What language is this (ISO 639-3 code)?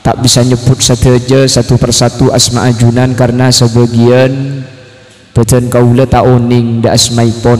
mad